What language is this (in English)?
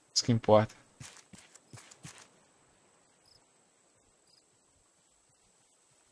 Portuguese